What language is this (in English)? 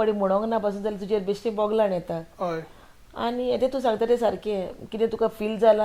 Konkani